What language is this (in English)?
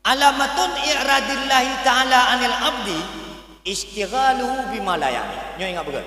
Achinese